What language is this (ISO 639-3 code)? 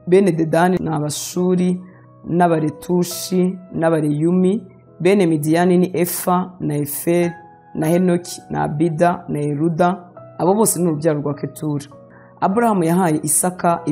kin